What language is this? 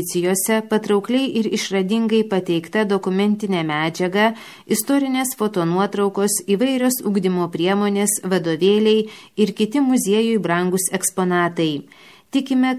Lithuanian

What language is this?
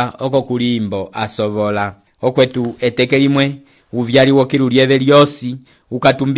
Umbundu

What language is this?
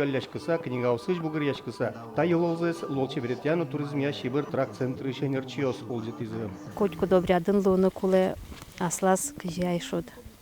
Udmurt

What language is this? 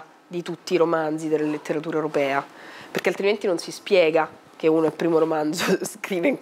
Italian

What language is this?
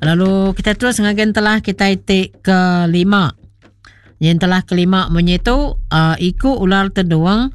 Iban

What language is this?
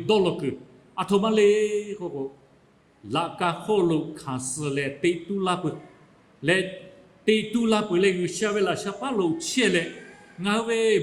Lahu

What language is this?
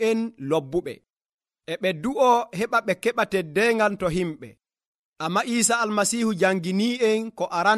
Nigerian Fulfulde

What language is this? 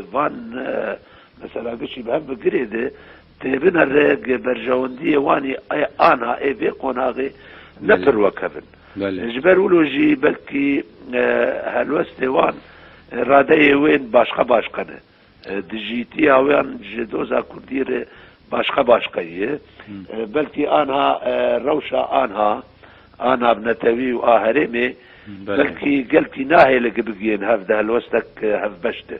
Kurdish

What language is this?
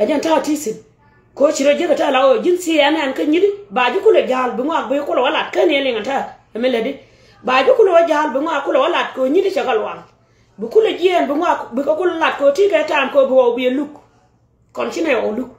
Nuer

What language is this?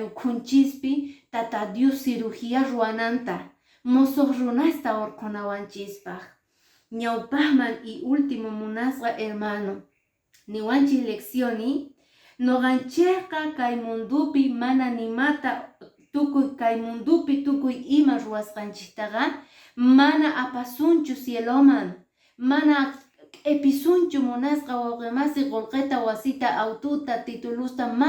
Quechua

